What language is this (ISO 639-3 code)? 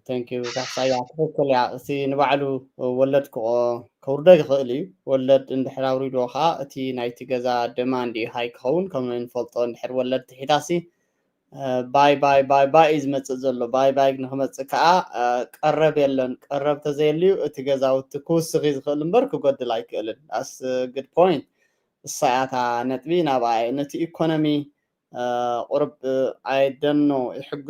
tir